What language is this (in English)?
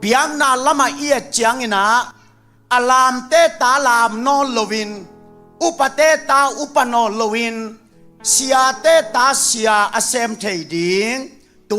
Tedim Chin